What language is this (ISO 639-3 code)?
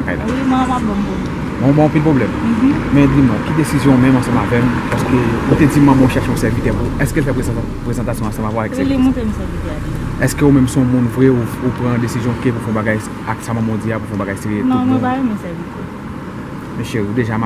hat